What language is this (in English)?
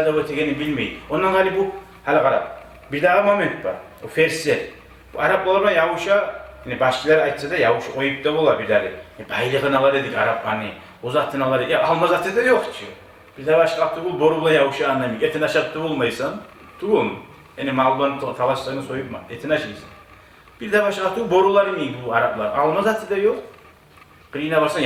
Kumyk